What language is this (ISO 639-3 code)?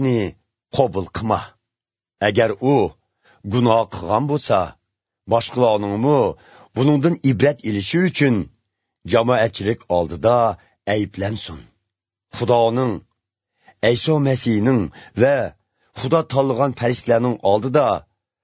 uig